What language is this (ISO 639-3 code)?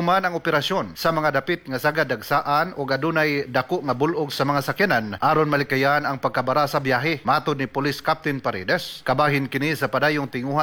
ceb